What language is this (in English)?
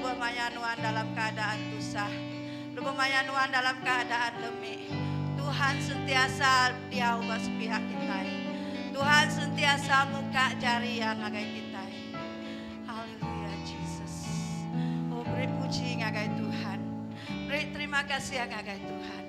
Iban